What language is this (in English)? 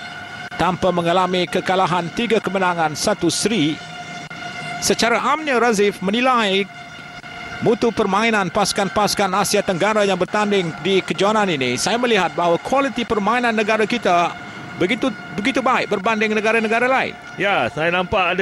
Malay